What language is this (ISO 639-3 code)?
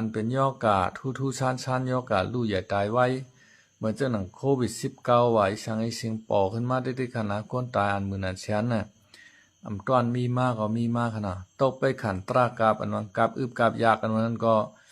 shn